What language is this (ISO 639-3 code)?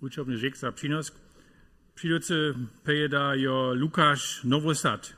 hsb